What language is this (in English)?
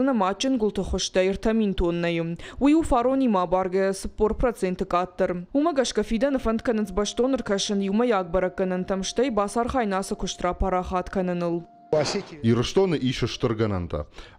Ossetic